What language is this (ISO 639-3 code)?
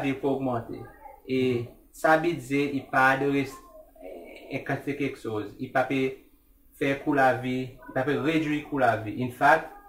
crs